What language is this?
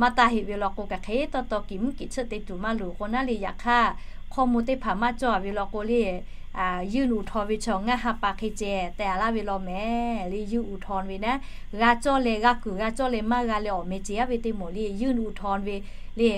Lahu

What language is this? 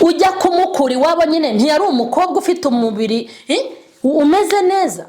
Kinyarwanda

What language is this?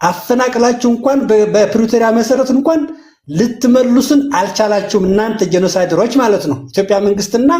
Amharic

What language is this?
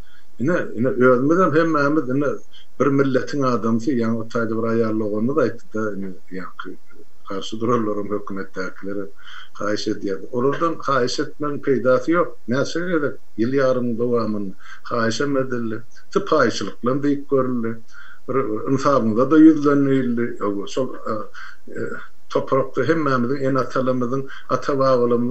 Turkmen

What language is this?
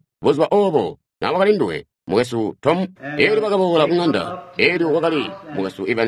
Tonga (Zambia)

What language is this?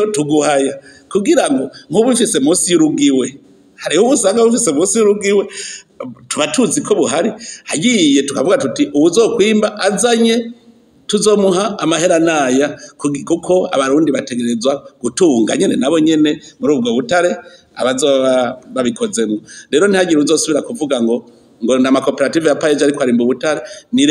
Rundi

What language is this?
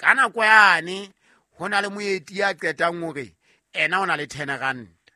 Southern Sotho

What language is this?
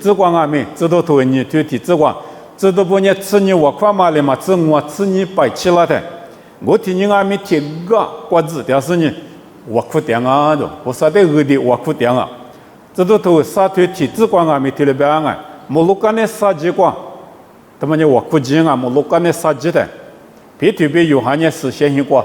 Lisu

